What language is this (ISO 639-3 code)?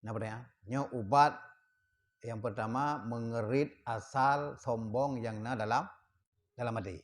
ace